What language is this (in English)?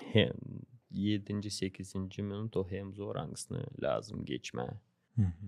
Gagauz